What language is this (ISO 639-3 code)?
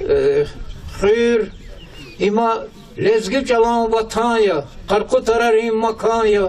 lez